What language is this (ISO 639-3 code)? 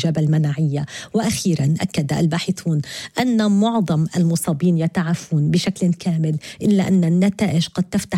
ara